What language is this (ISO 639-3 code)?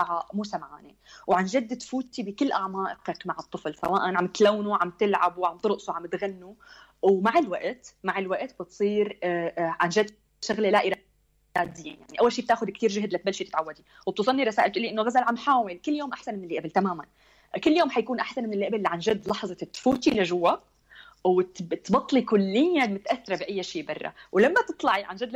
apc